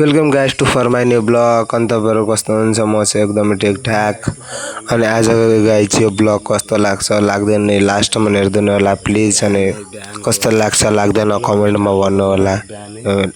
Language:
Nepali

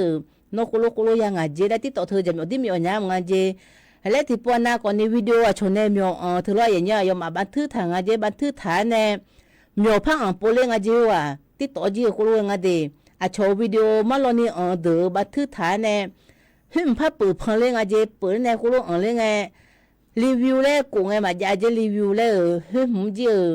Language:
Akha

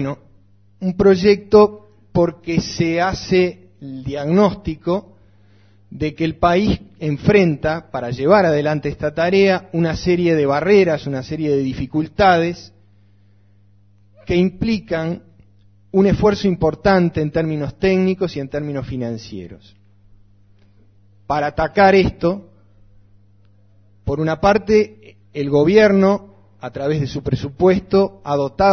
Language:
Spanish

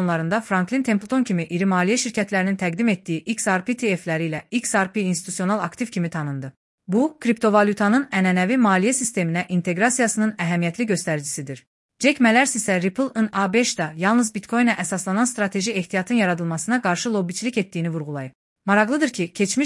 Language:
Azerbaijani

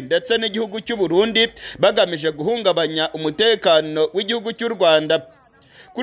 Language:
Kinyarwanda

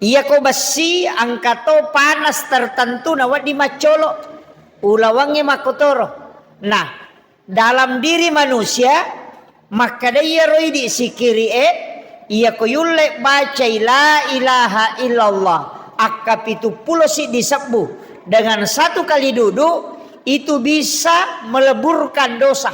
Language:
Buginese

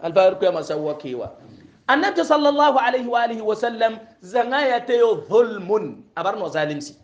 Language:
Hausa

